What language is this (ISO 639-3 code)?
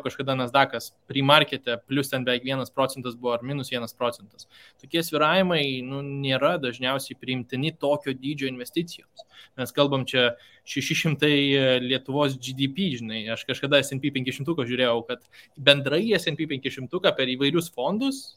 lit